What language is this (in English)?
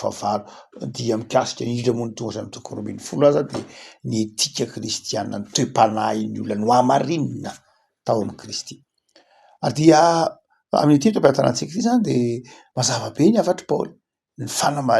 Malagasy